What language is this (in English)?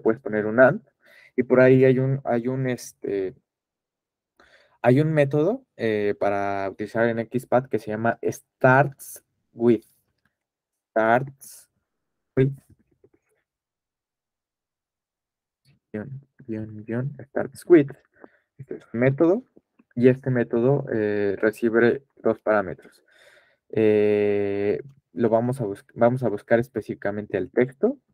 Spanish